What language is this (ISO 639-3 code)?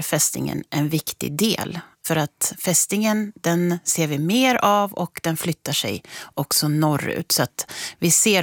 swe